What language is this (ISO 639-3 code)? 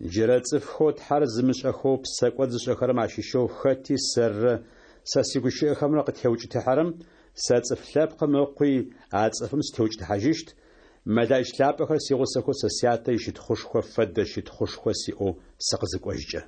ady